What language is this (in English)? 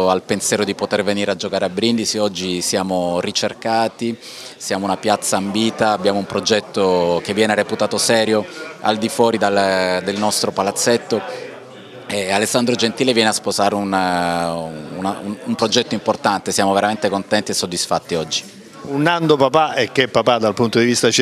Italian